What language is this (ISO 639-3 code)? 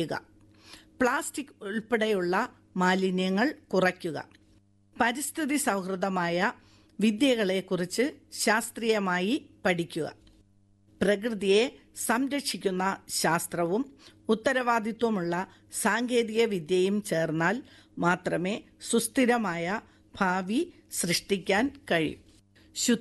mal